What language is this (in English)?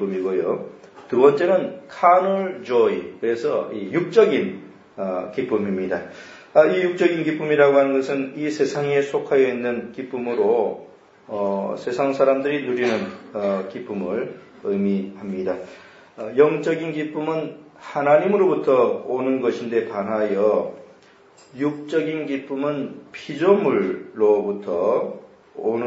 Korean